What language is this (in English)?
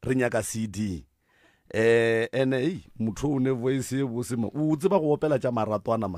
Northern Sotho